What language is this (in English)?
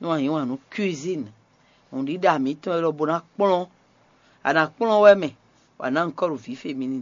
Fon